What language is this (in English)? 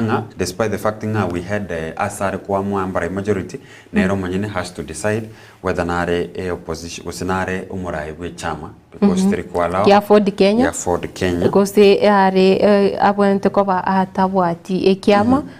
Gusii